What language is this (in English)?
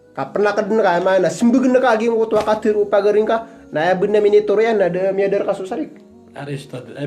Maranao